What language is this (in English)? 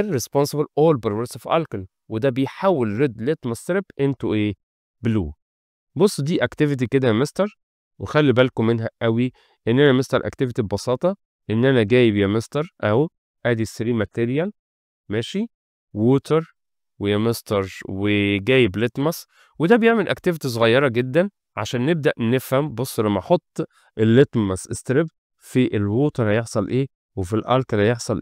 Egyptian Arabic